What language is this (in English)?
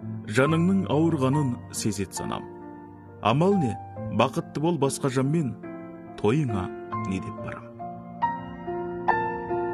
Kazakh